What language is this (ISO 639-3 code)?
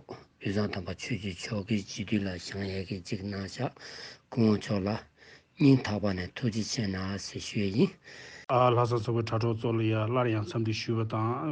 bod